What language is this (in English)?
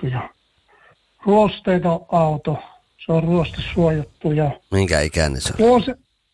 Finnish